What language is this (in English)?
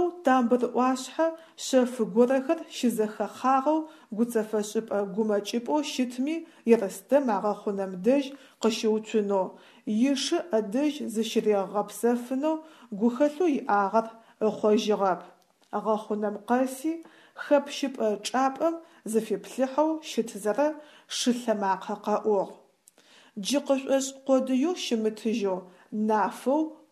Adyghe